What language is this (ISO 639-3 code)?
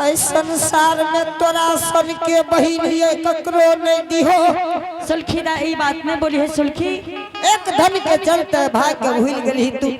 anp